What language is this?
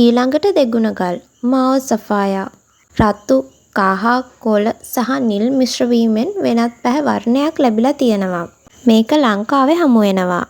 Sinhala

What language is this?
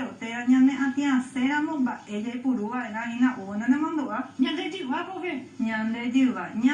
Guarani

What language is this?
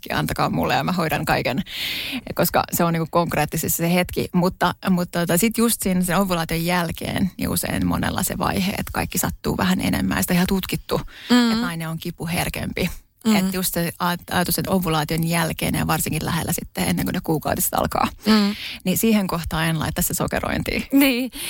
Finnish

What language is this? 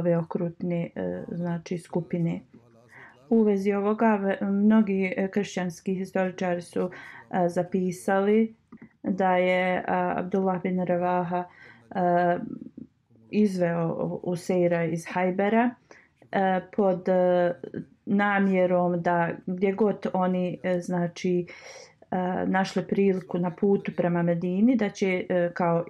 Bosnian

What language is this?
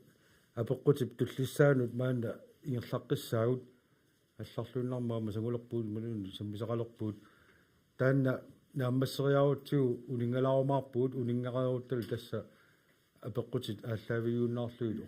Kalaallisut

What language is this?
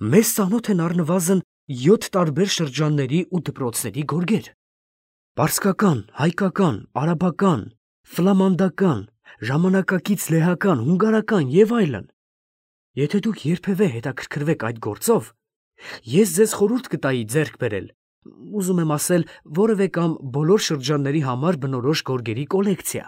Armenian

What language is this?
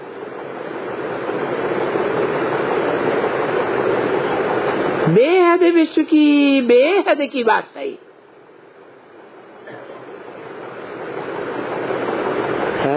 Hindi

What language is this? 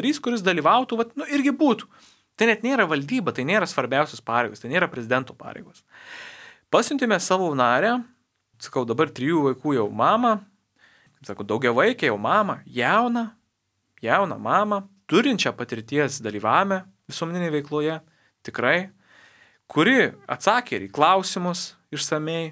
Lithuanian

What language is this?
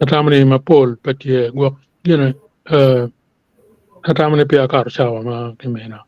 Acoli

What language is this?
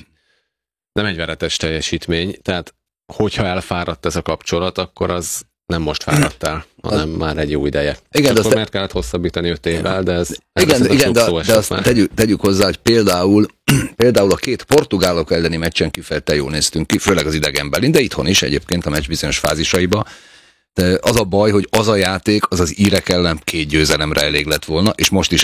Hungarian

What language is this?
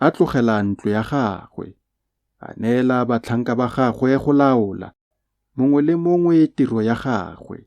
Tswana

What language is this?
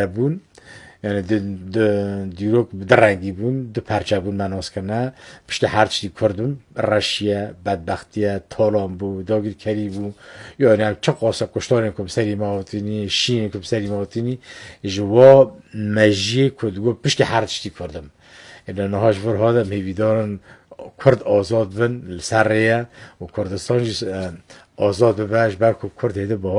Kurdish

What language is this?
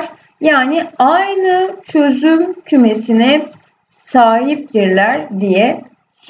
Turkish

